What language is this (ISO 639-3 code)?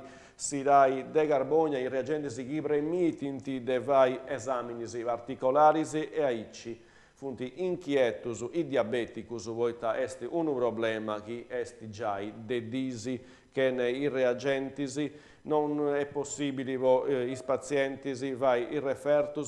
srd